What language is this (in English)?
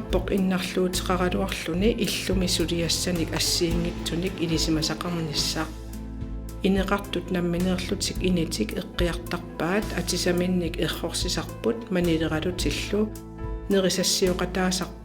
Kalaallisut